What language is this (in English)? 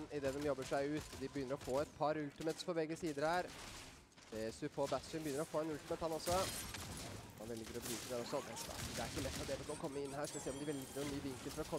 Norwegian